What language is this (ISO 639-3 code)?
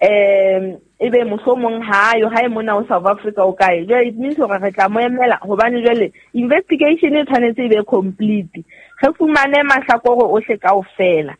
sot